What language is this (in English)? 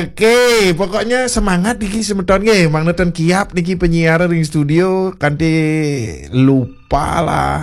Balinese